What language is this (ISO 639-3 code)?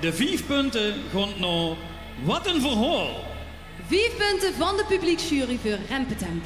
lim